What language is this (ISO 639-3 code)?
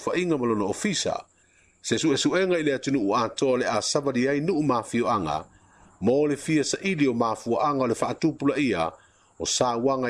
smo